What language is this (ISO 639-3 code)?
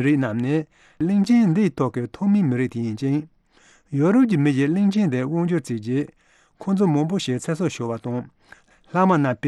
bod